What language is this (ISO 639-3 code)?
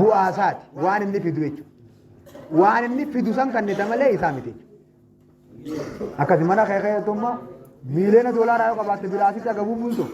orm